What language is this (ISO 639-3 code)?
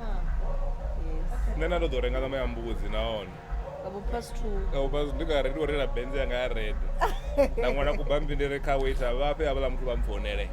ven